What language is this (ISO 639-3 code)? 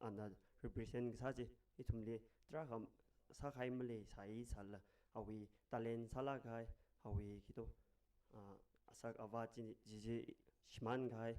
nmf